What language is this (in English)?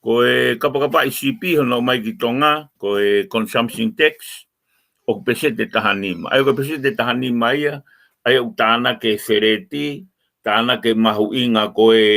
Tongan